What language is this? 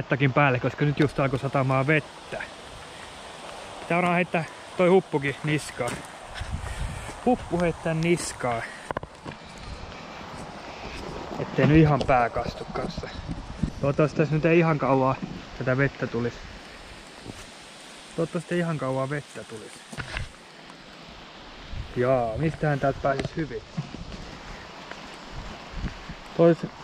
Finnish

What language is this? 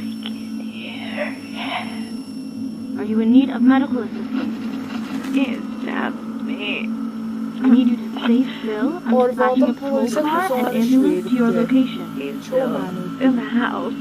South Azerbaijani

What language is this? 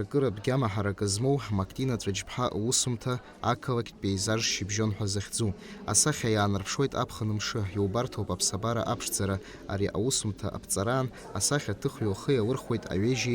Abkhazian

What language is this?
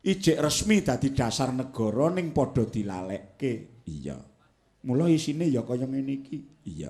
Javanese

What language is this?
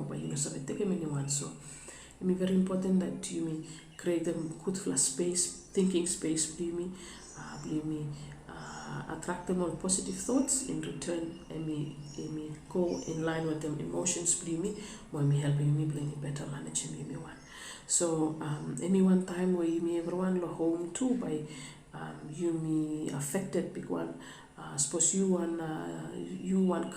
Bislama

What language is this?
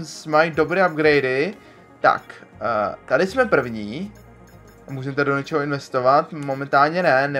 Czech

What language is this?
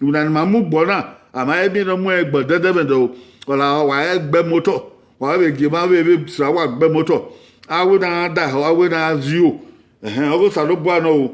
Bini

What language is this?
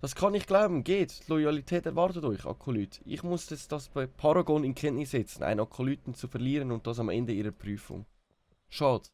Swiss German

